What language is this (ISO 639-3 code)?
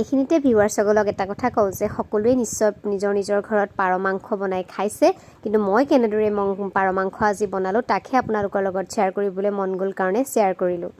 asm